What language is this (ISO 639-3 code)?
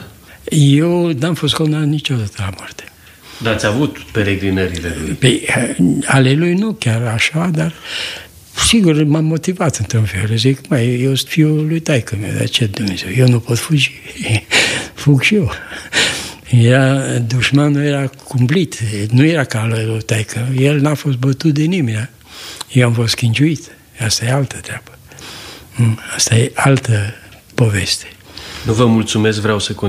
ron